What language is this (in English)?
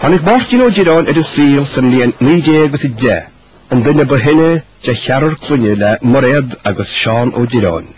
Irish